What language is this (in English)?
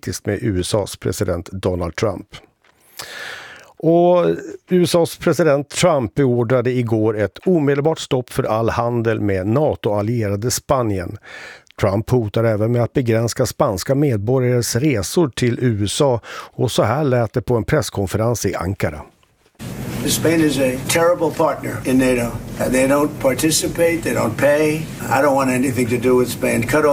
Swedish